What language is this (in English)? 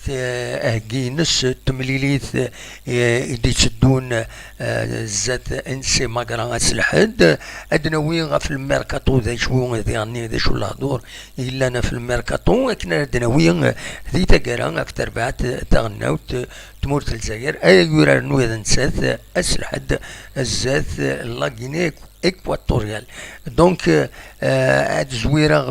Kabyle